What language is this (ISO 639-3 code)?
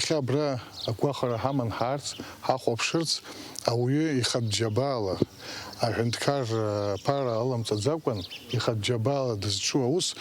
abk